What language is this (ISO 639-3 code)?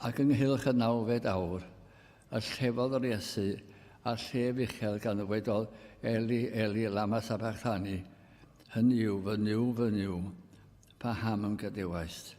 cym